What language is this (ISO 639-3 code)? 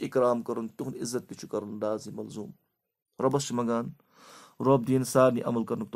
kas